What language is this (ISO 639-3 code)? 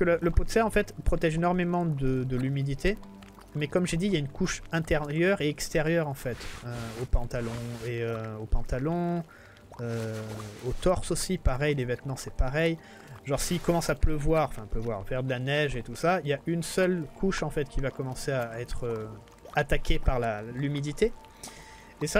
fra